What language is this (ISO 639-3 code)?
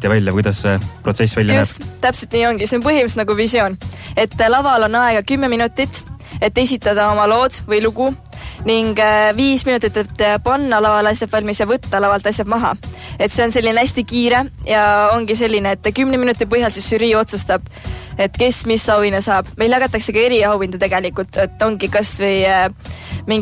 est